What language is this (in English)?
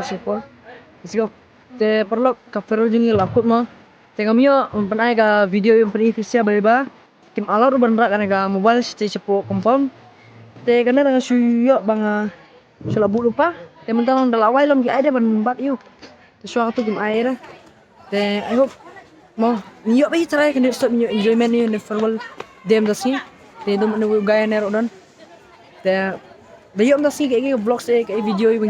Khasi